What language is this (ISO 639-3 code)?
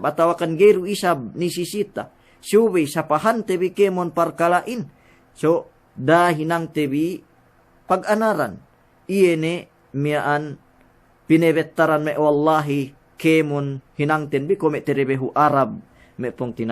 yka